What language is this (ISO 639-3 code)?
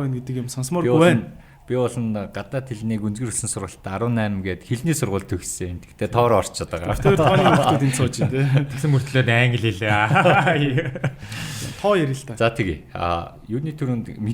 mon